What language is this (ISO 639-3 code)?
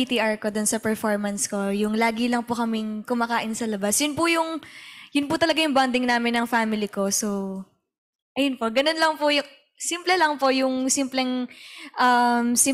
fil